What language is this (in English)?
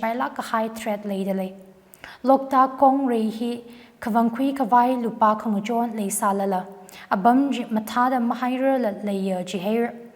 Tangkhul Naga (India)